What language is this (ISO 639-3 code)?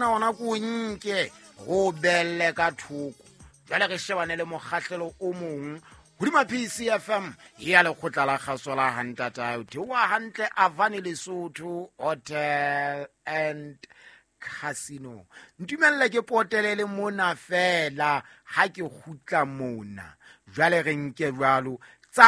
sot